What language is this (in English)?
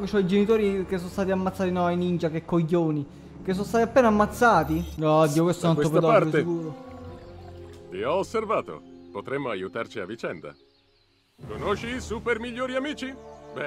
Italian